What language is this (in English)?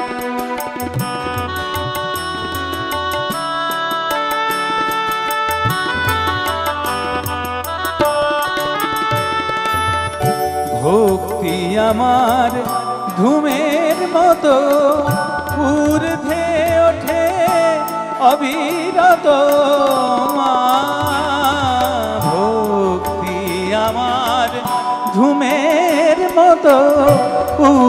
Bangla